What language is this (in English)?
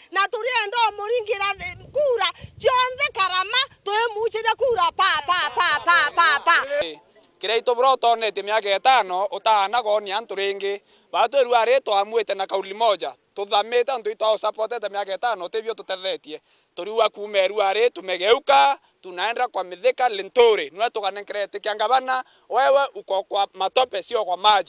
Meru